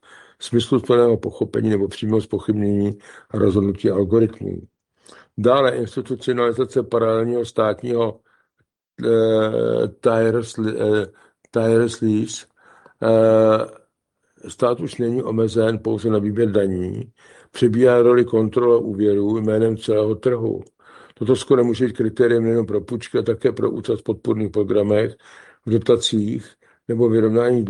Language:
Czech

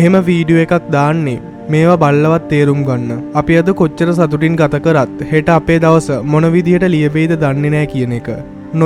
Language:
Sinhala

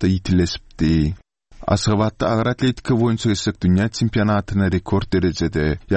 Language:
Turkmen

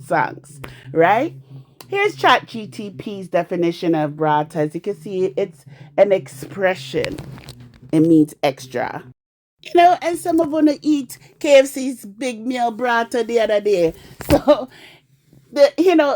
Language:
Jamaican Creole English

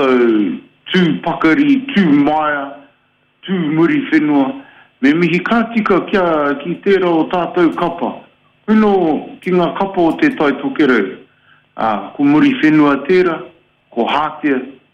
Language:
Māori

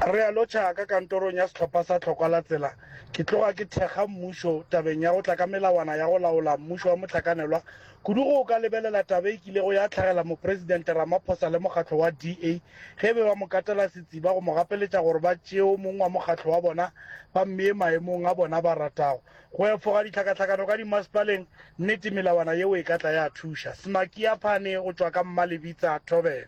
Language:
Northern Sotho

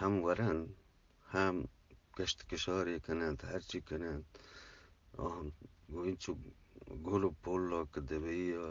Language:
Eastern Balochi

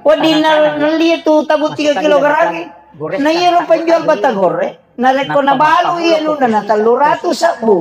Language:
Buginese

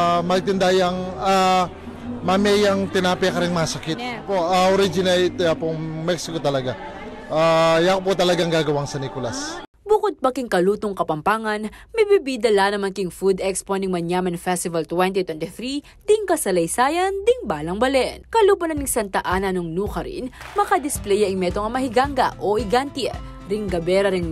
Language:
Pampanga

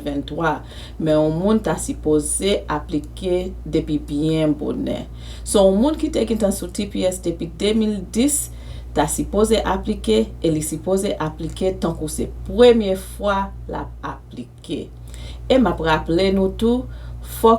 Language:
Haitian Creole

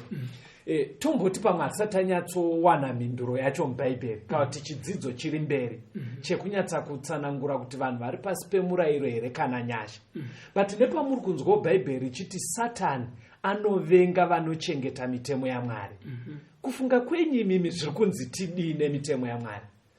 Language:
Shona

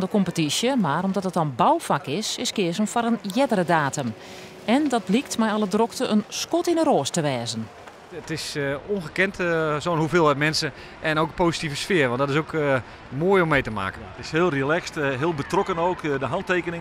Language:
Western Frisian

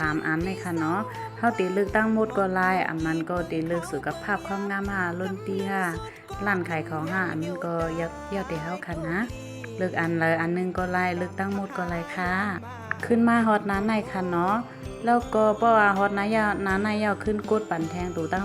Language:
Shan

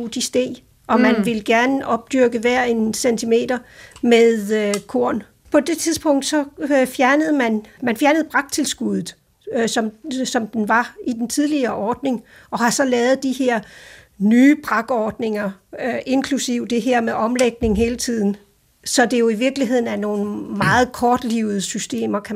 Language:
Danish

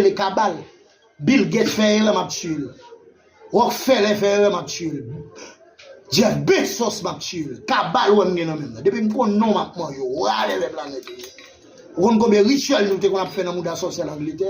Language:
Haitian Creole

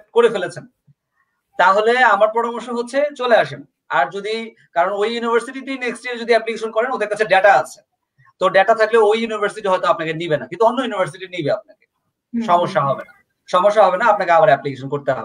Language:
Bangla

